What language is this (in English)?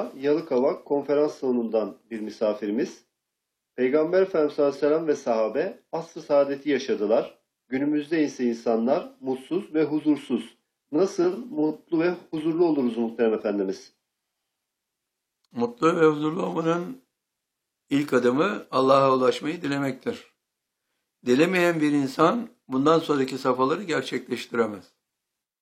Turkish